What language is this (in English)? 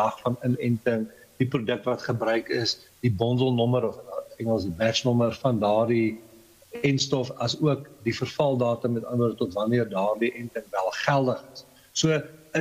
Afrikaans